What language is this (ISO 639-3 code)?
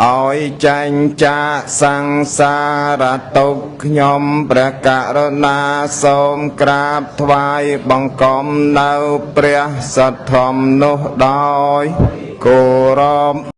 khm